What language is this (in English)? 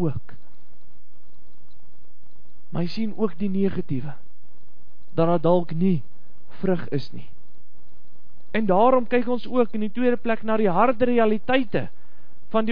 Afrikaans